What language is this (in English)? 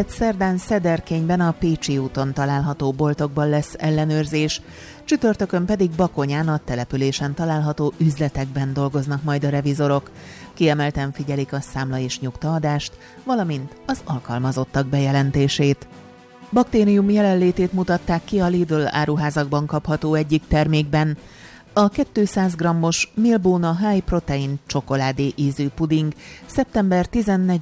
Hungarian